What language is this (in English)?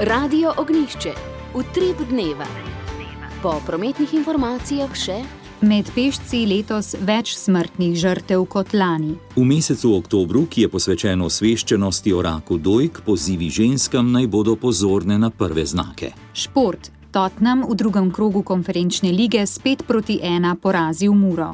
Slovenian